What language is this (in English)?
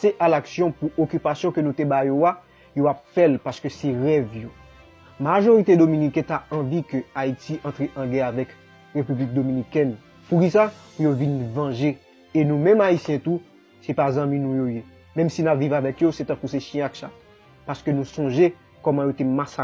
Haitian Creole